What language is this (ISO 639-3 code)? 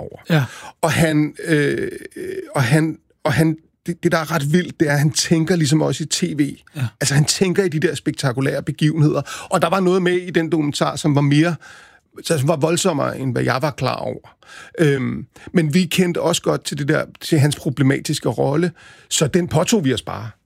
dan